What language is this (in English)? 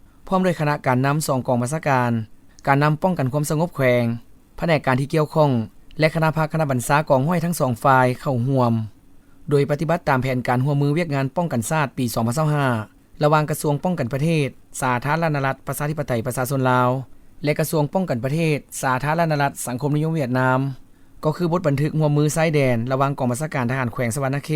Lao